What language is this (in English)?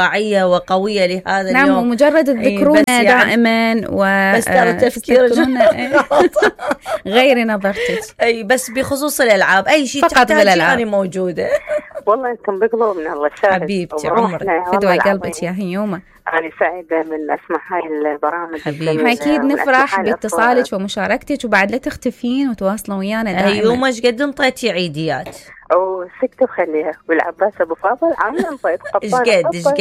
Mesopotamian Arabic